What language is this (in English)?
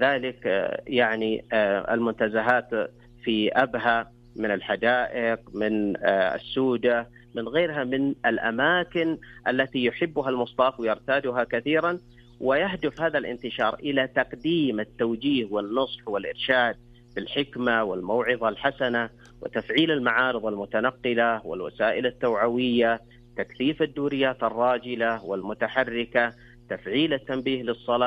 Arabic